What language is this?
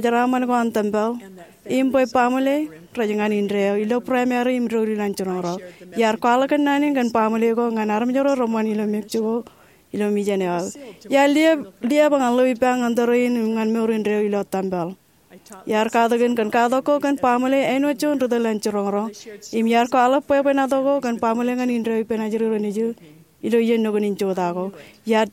Marshallese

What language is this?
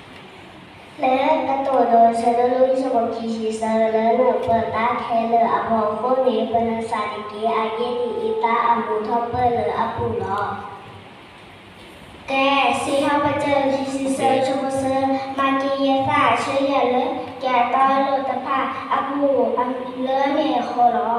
S'gaw Karen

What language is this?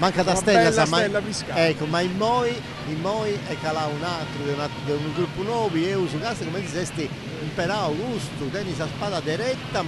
Sardinian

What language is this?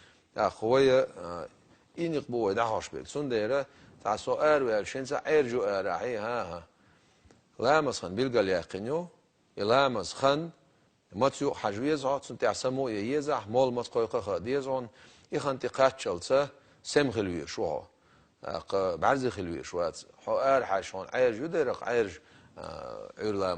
Chechen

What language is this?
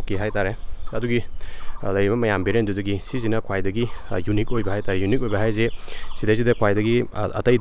Manipuri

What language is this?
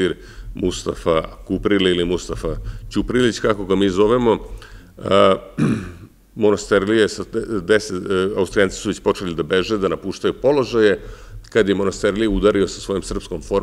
Serbian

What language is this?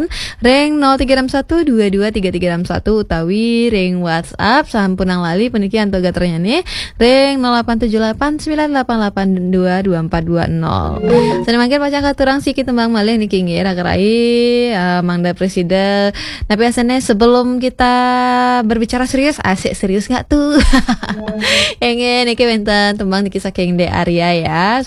Balinese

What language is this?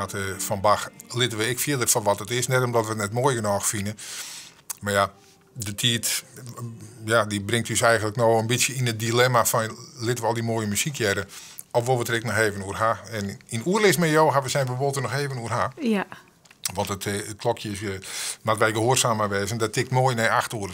Western Frisian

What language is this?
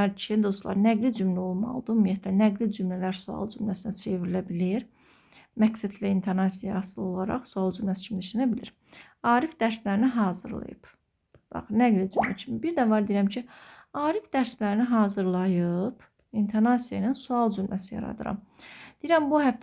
Azerbaijani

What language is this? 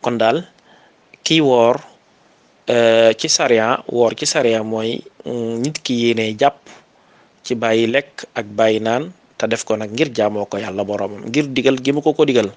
Wolof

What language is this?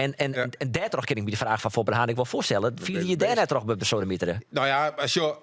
Western Frisian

